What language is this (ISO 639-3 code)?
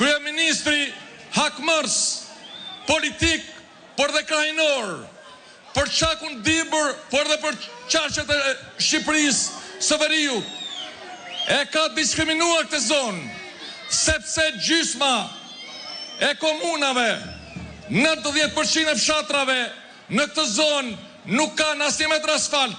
sqi